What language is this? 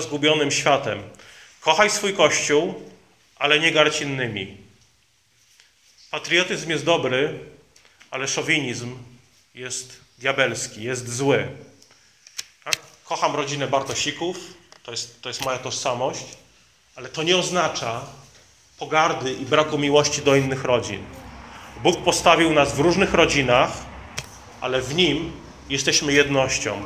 Polish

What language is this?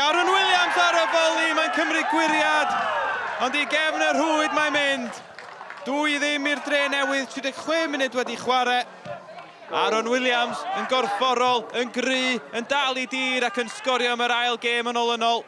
Welsh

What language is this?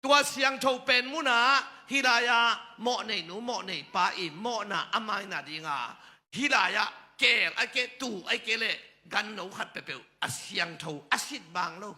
Tedim Chin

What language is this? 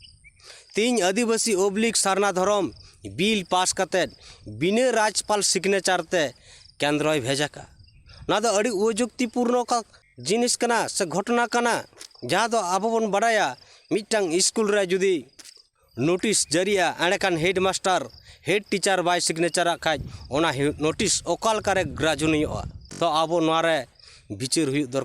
Santali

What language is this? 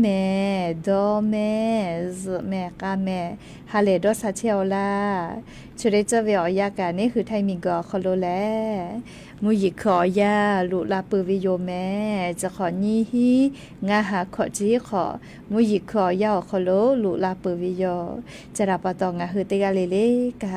Lahu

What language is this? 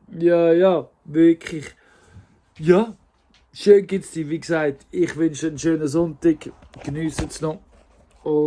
Swiss German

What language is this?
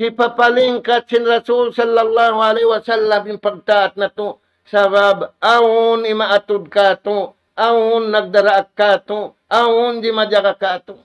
Tausug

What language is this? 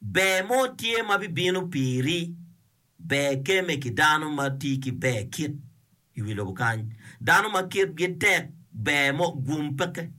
Acoli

